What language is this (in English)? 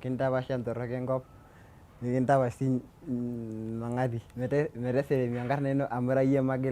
Masai